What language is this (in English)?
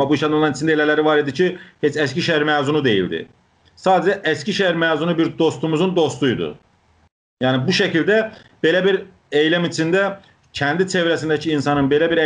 South Azerbaijani